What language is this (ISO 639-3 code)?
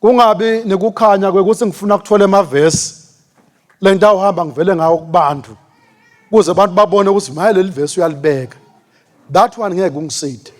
ssw